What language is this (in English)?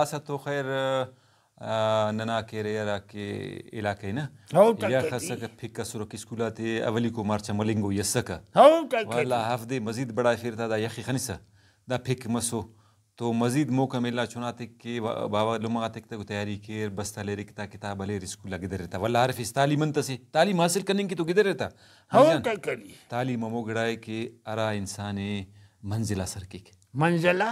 Brahui